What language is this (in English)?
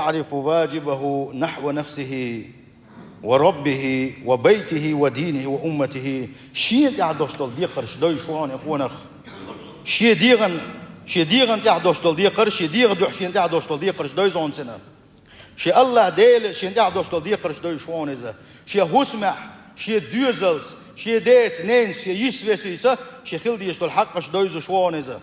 Chechen